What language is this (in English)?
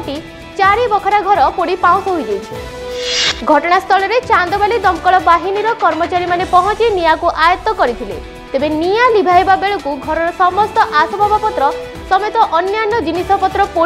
Odia